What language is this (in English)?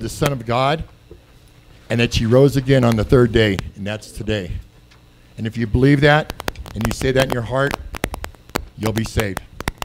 English